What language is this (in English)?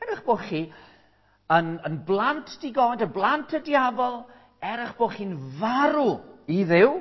Welsh